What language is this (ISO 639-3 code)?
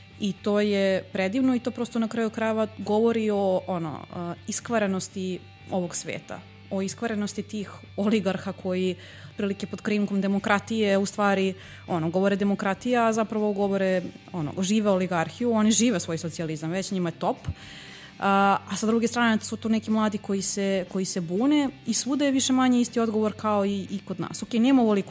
srp